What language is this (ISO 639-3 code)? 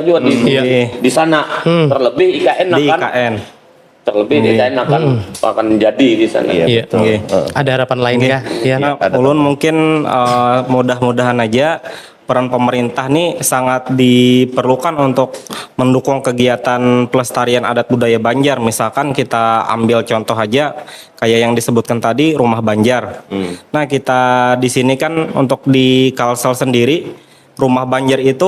bjn